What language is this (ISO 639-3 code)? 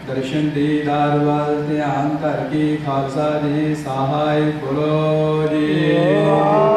pan